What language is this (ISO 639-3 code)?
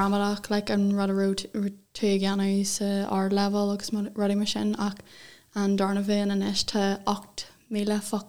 gle